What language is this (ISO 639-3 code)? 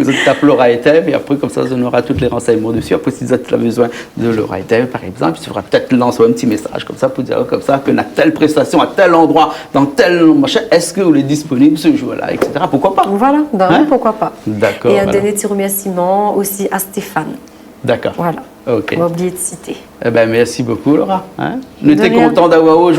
rcf